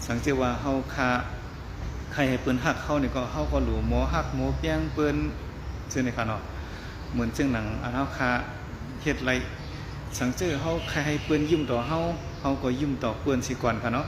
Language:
Shan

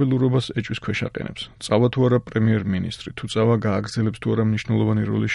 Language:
Georgian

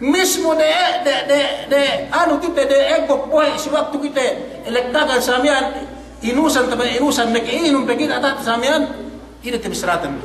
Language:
Yakan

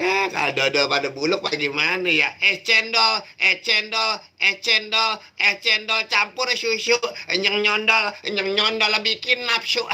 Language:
Betawi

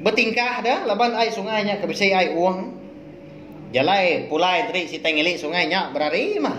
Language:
Iban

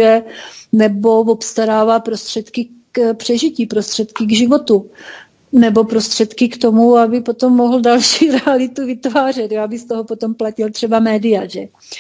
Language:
Czech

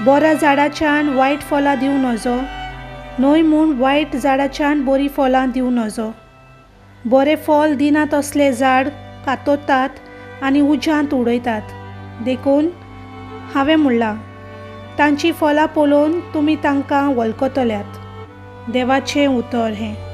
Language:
Konkani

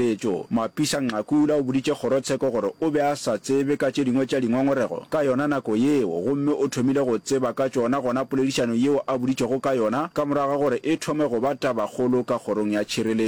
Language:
Northern Sotho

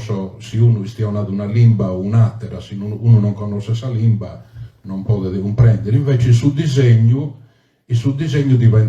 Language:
Sardinian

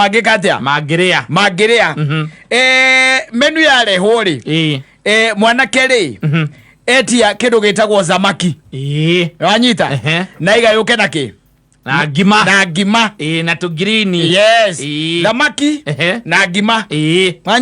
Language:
Kikuyu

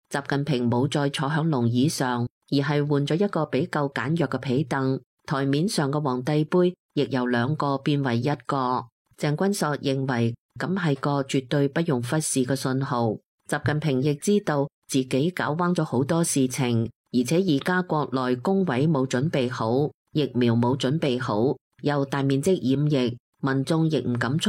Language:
Cantonese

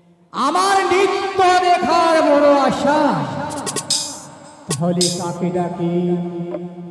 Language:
Bangla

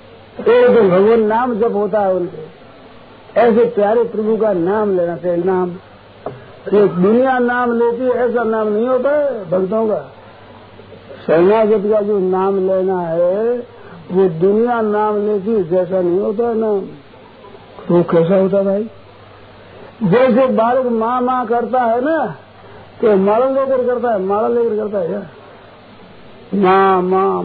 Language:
Hindi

